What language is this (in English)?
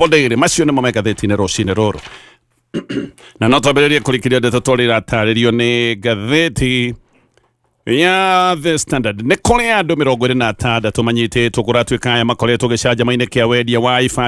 Kikuyu